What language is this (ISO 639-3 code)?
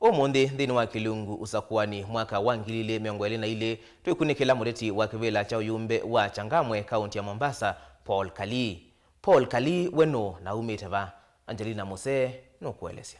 kam